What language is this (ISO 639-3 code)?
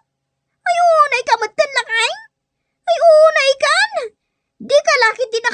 ilo